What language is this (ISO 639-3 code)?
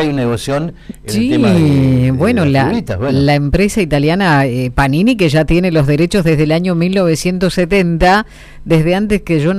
spa